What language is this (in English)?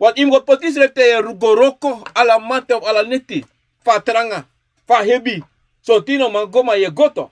Sranan Tongo